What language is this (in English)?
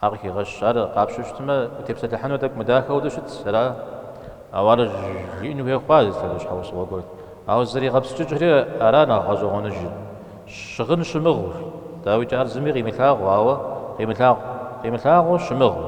Kabardian